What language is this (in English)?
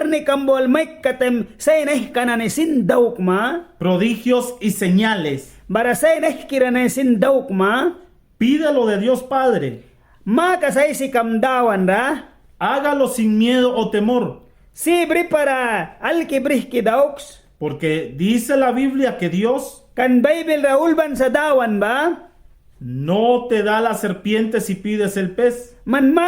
Mískito